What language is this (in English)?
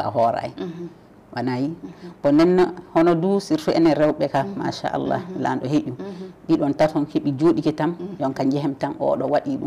Fula